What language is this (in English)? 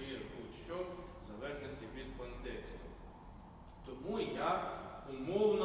Ukrainian